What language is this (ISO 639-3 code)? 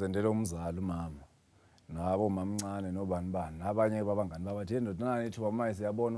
zul